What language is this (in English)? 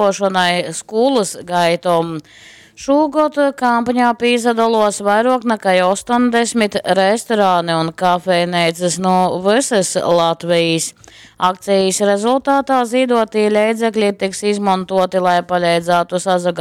Latgalian